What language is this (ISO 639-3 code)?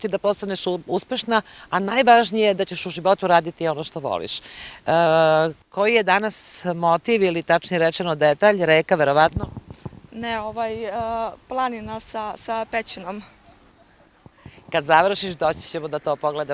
srp